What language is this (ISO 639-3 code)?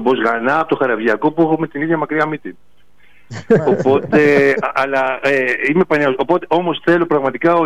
ell